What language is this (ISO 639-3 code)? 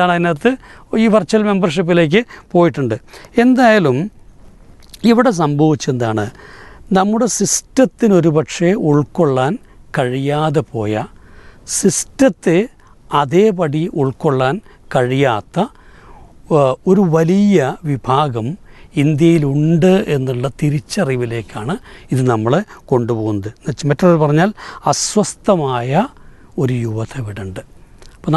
mal